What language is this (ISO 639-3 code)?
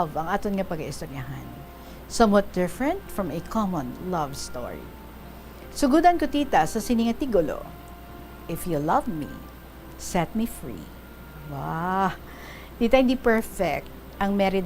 hil